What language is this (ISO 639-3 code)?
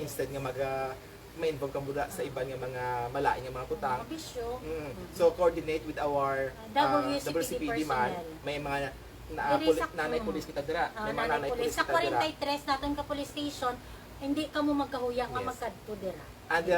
hil